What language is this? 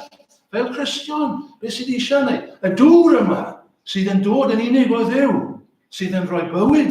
Welsh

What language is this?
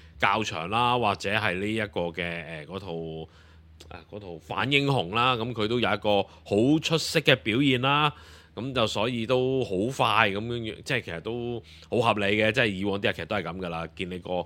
Cantonese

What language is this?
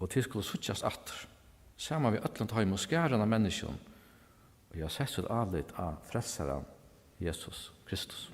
Faroese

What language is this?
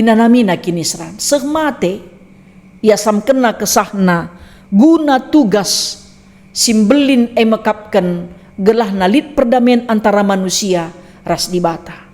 Batak Karo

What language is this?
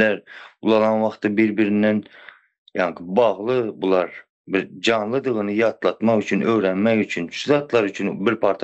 Turkmen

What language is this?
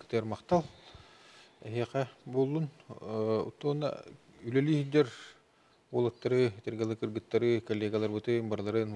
Yakut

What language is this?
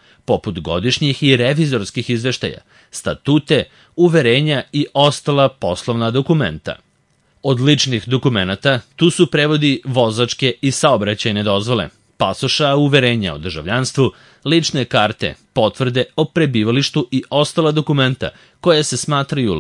Serbian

